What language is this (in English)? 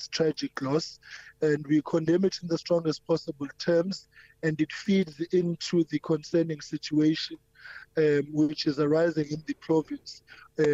English